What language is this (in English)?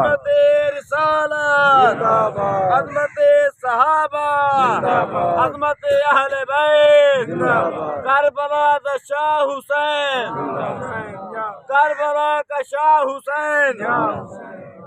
Saraiki